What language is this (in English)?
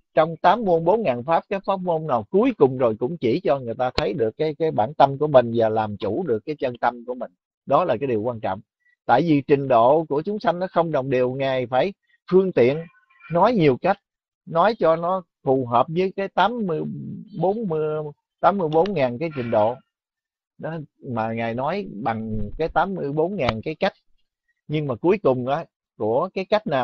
Vietnamese